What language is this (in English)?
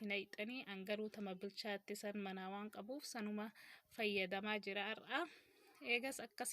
Oromo